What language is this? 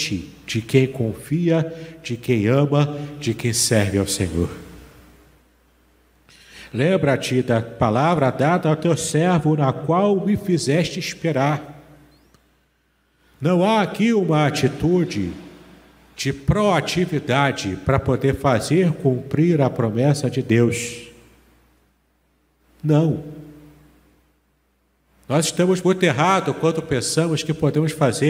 Portuguese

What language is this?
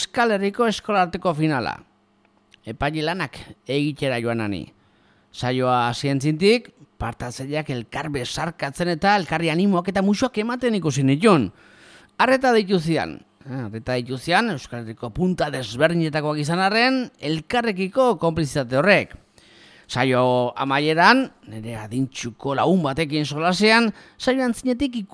Basque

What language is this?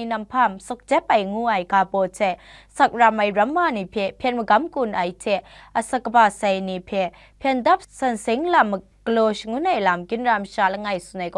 Kachin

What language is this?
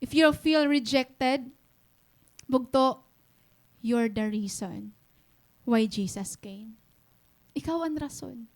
Waray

